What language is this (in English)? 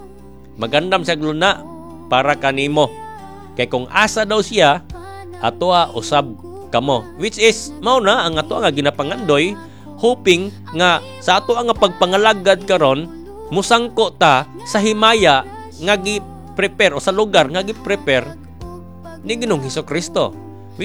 Cebuano